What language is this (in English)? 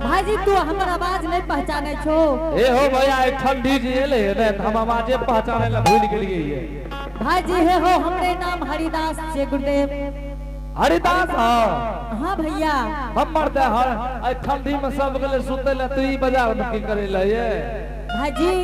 Angika